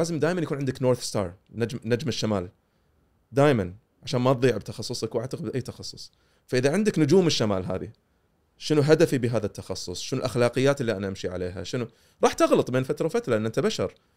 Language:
Gulf Arabic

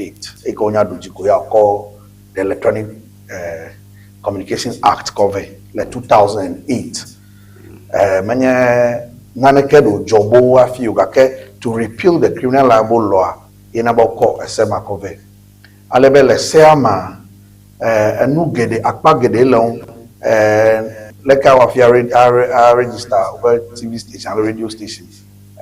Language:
Ewe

